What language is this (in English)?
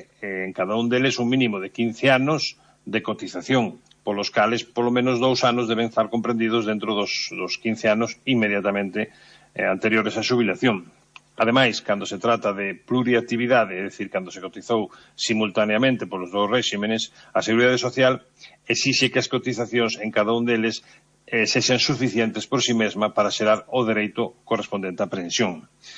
Galician